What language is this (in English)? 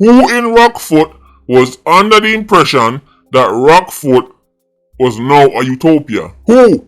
Jamaican Creole English